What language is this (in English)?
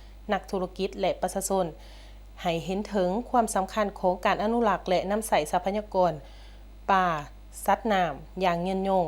Lao